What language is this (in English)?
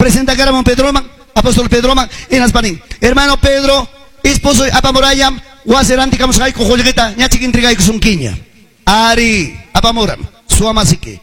Ayacucho Quechua